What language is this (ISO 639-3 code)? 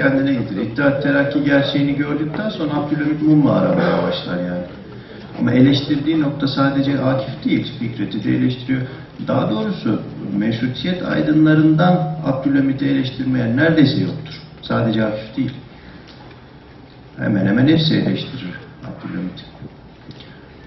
tur